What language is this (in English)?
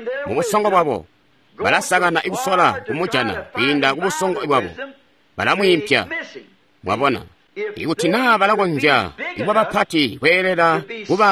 Tonga (Zambia)